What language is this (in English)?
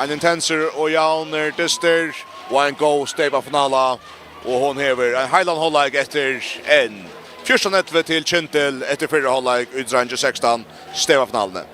Faroese